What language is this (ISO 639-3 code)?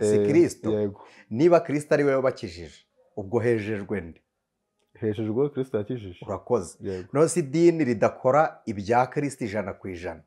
kin